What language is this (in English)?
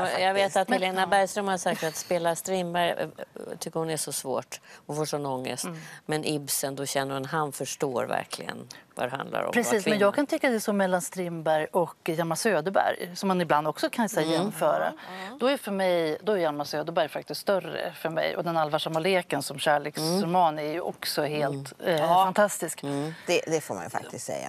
Swedish